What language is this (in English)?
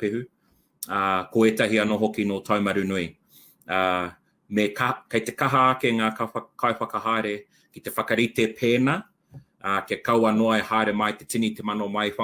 Māori